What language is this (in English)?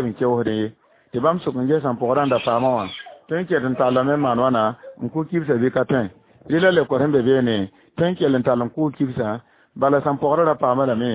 Mossi